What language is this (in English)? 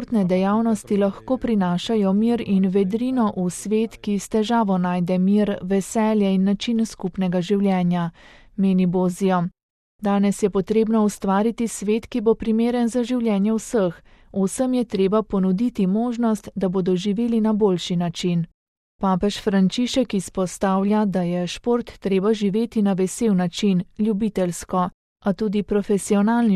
Slovenian